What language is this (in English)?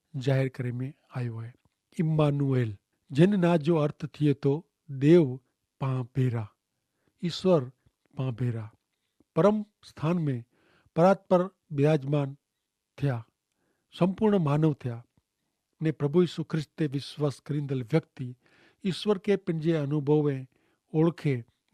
Kachhi